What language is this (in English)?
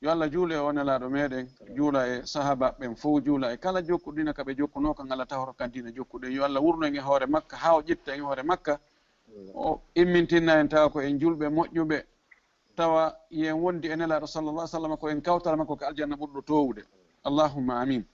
Fula